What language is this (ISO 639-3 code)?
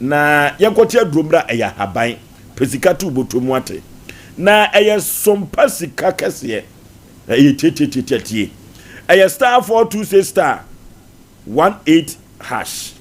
aka